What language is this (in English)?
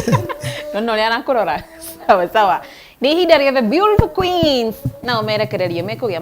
Kikuyu